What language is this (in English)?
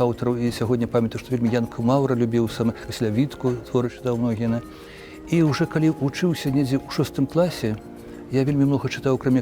Belarusian